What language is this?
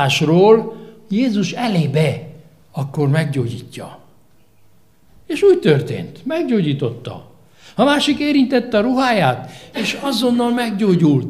Hungarian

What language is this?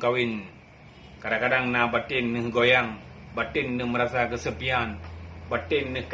Achinese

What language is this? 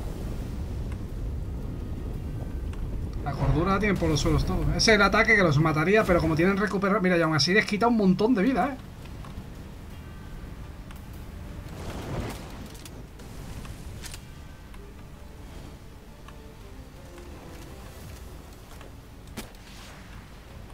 Spanish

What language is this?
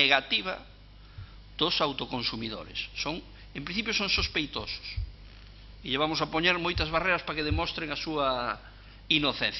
Galician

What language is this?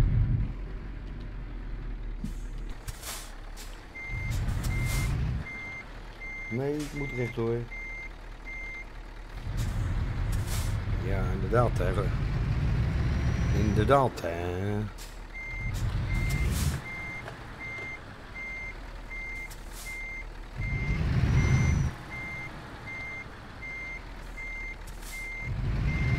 Dutch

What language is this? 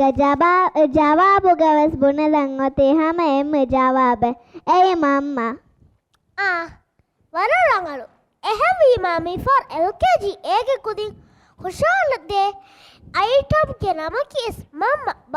Divehi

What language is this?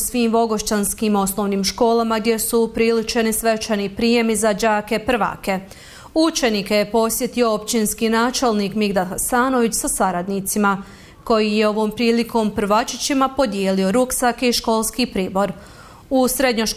Bosnian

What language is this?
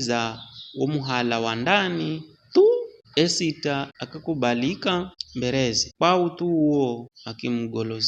Giryama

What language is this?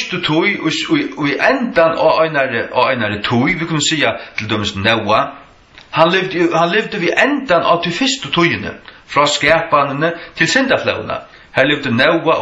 Faroese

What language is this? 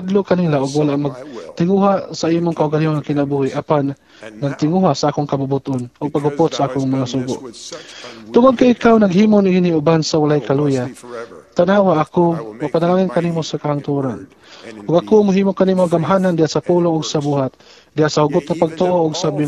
Cebuano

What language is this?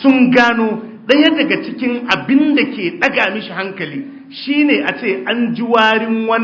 Hausa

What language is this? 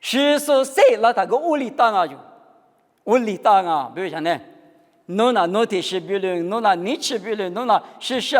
Lisu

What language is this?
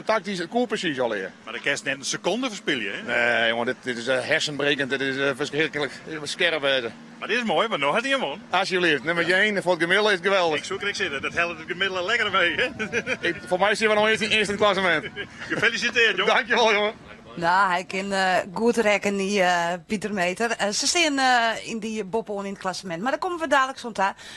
Western Frisian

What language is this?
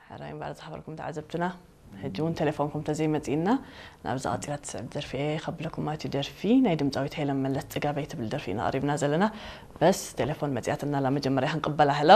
Tigrinya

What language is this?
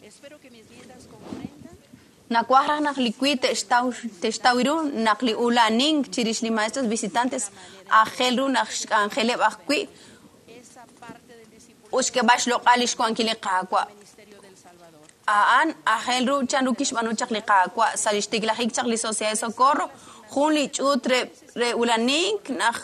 Kekchí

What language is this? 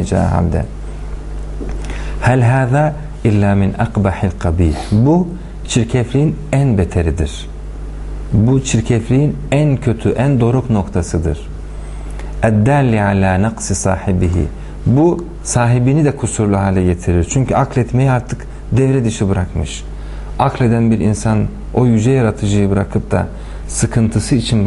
Turkish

